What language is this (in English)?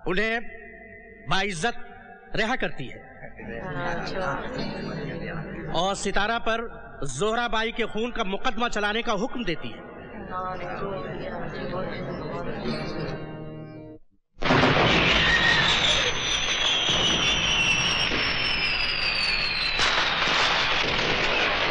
Hindi